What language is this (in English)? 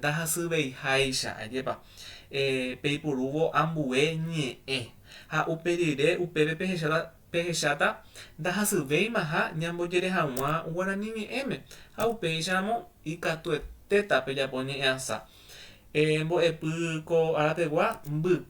Guarani